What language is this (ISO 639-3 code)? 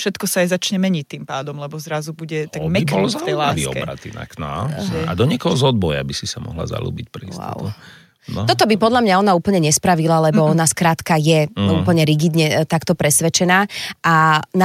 slk